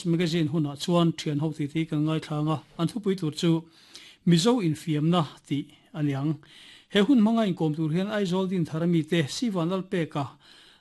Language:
Mizo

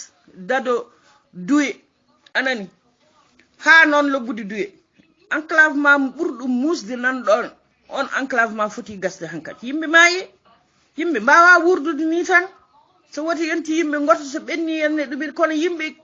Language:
Fula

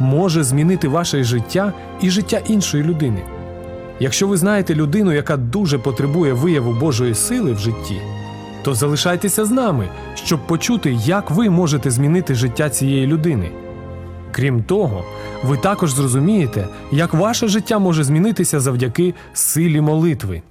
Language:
Ukrainian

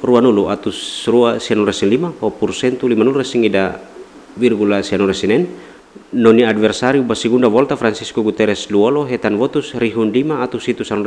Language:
Tetum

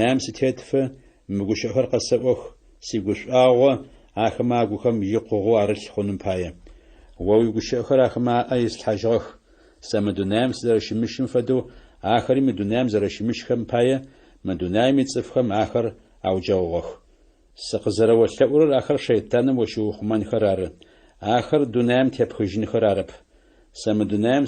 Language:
Adyghe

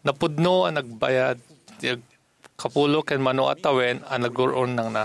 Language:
Iloko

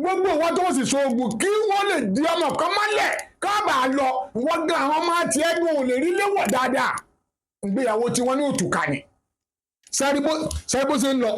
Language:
Yoruba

